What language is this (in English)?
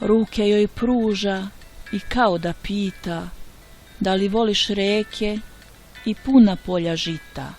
Bosnian